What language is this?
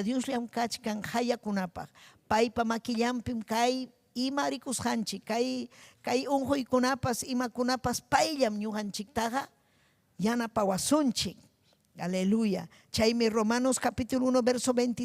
Ayacucho Quechua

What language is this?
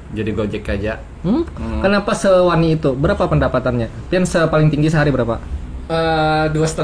Banjar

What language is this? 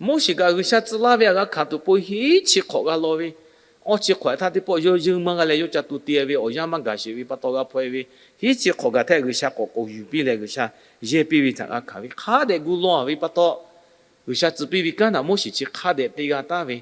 Lahu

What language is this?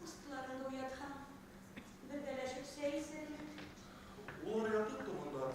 Bashkir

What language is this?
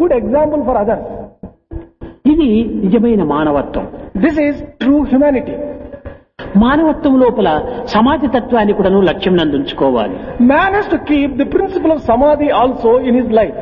Telugu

